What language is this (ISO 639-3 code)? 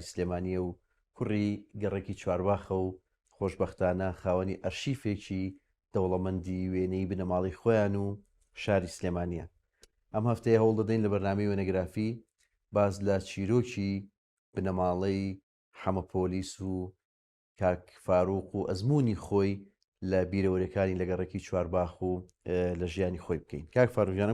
ckb